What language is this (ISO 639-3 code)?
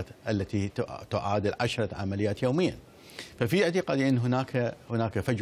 ara